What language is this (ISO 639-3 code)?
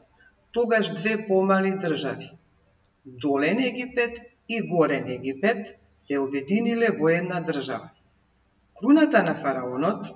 mkd